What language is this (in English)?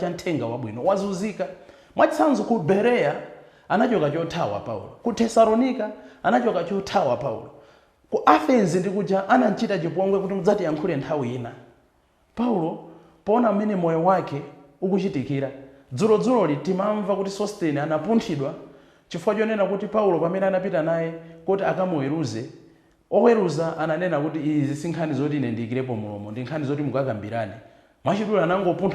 Nyanja